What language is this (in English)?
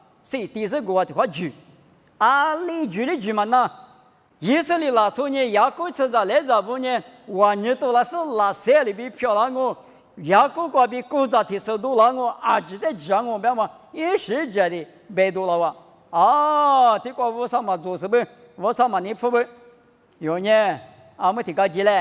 Lisu